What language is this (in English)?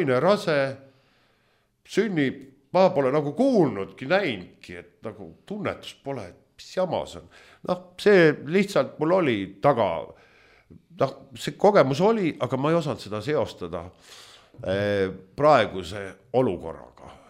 Estonian